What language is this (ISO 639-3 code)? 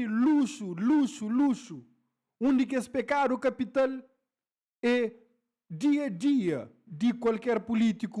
kea